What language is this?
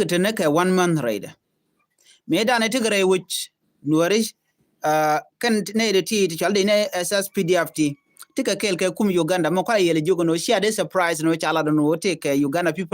Nuer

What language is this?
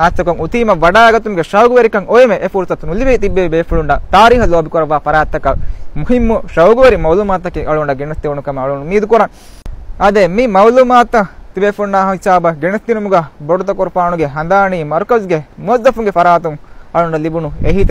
Divehi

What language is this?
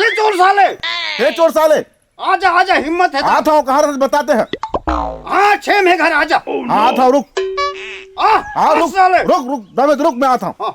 Chhattisgarhi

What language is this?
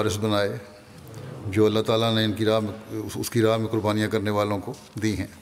Urdu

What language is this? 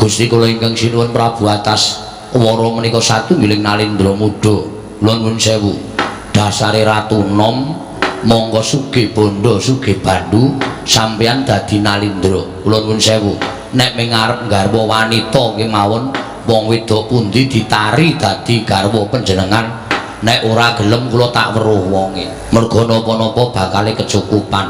Javanese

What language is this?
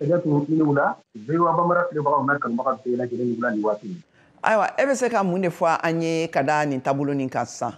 Bambara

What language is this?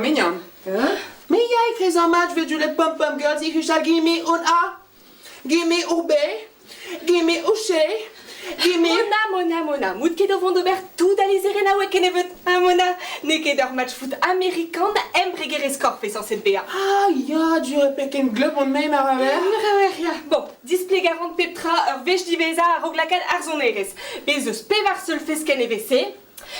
Breton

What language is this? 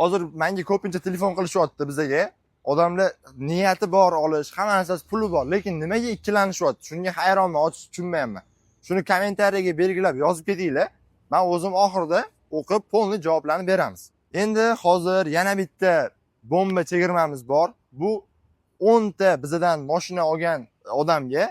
Uzbek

